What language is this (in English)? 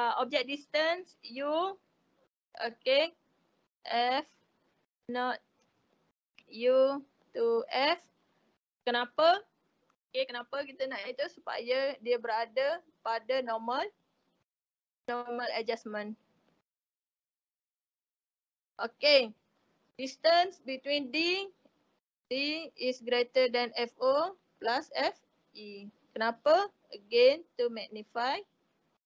Malay